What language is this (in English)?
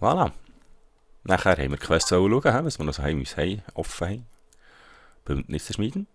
Swiss German